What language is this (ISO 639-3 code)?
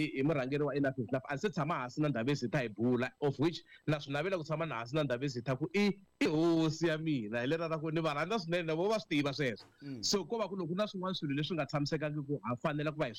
tso